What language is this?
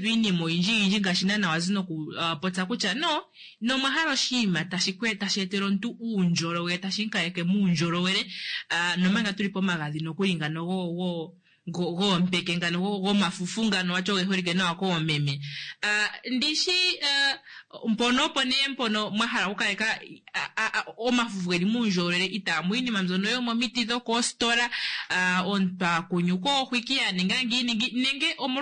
Kuanyama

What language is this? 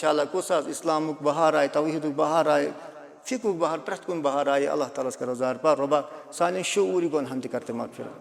Kashmiri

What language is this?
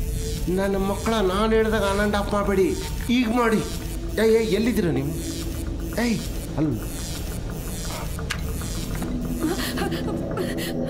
Kannada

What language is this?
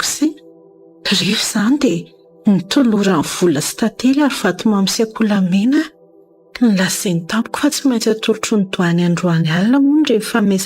Malagasy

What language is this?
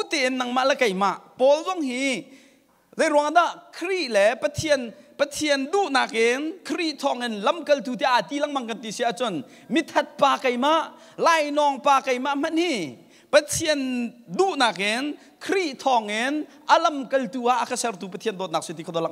Hakha Chin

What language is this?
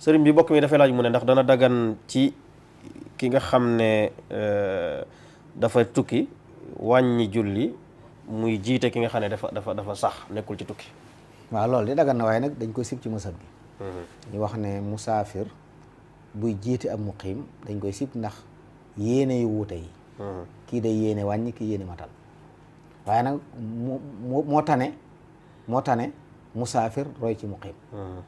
Wolof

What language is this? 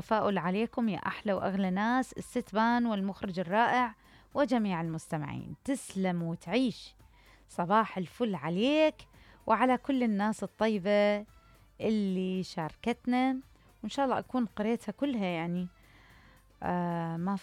Mesopotamian Arabic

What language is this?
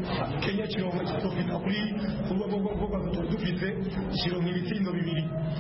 Kinyarwanda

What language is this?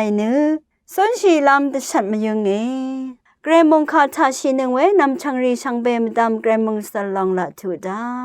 Rawang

